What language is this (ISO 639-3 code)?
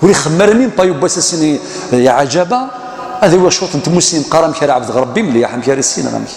kab